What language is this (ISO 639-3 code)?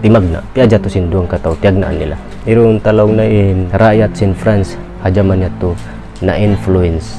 tsg